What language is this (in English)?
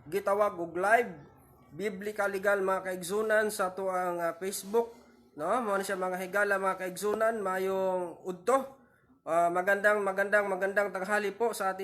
Cebuano